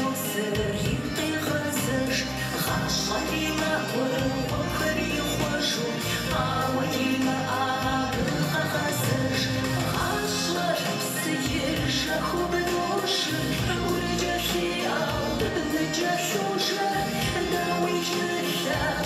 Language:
Kabardian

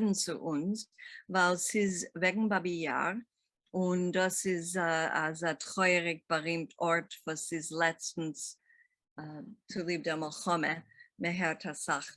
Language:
Yiddish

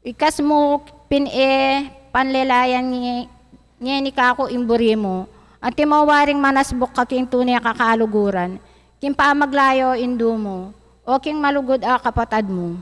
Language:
Pampanga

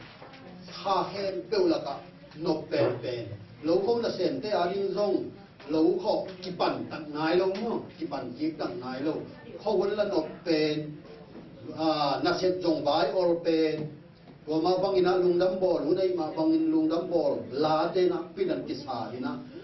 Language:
Tedim Chin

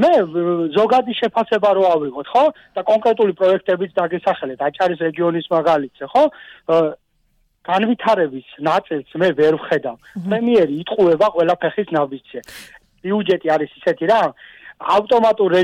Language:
Georgian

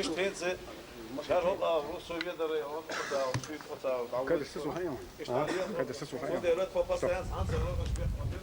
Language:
Chechen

